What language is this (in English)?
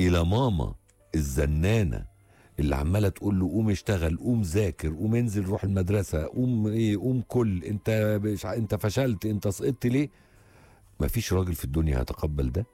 Egyptian Arabic